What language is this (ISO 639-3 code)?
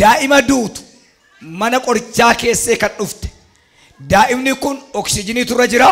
orm